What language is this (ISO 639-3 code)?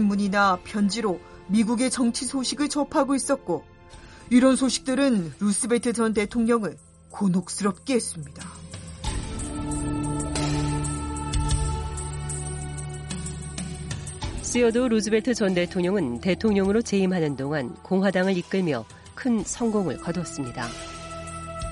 kor